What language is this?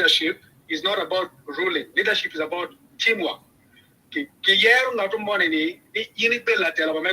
Acoli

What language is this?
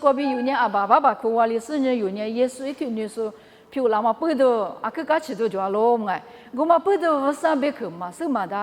Lisu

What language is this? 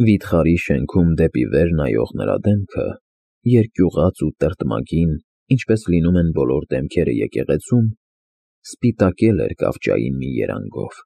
Armenian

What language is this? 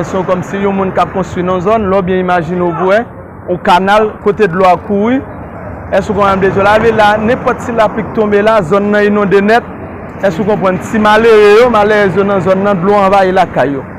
Haitian Creole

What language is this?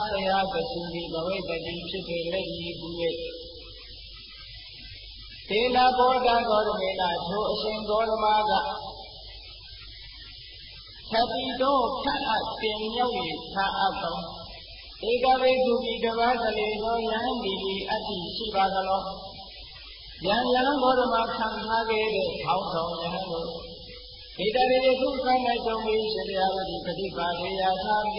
Burmese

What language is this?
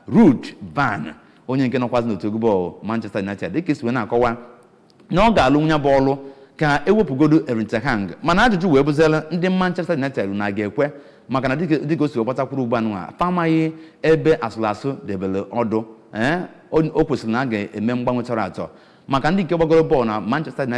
Igbo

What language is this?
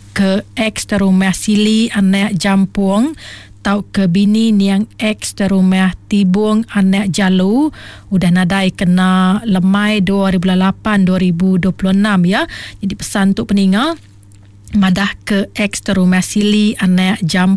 Iban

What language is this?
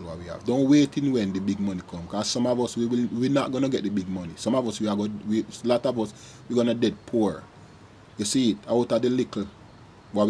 Jamaican Creole English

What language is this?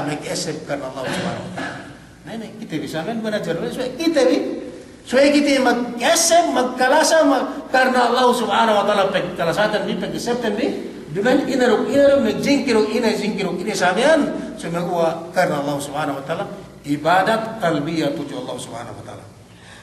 Yakan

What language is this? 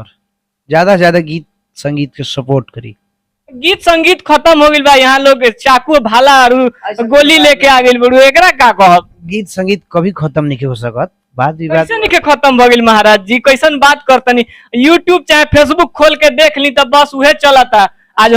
Bhojpuri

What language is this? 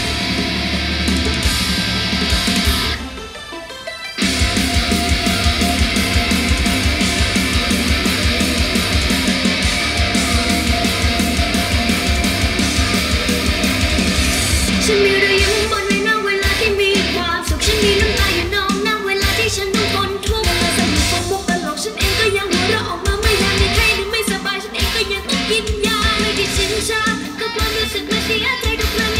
Thai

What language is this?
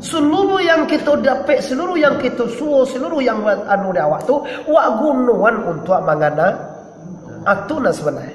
Minangkabau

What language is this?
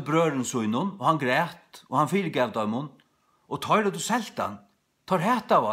Faroese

